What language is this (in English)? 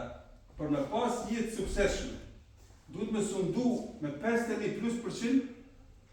Albanian